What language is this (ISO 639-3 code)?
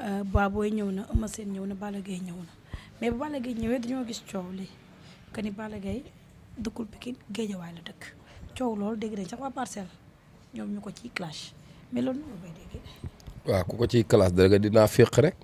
wol